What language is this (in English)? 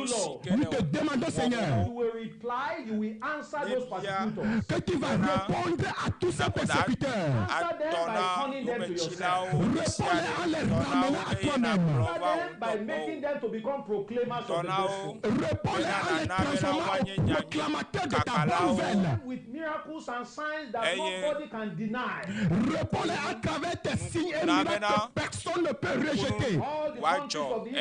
Ewe